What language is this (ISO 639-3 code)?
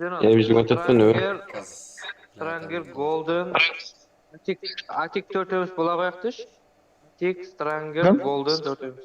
kaa